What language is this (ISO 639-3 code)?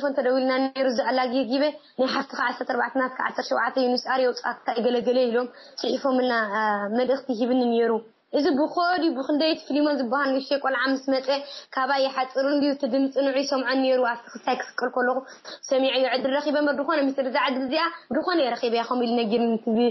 tir